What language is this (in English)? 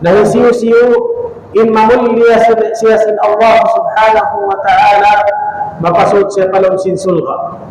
Tausug